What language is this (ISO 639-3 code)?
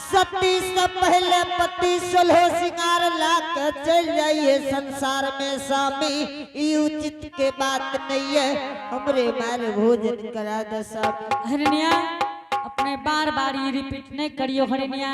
anp